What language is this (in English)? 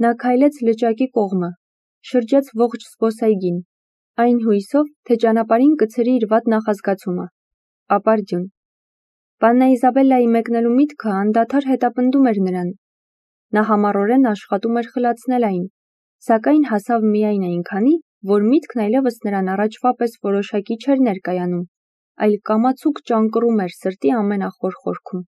Armenian